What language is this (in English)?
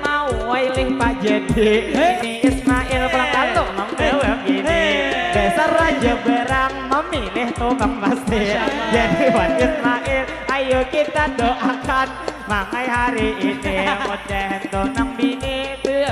Banjar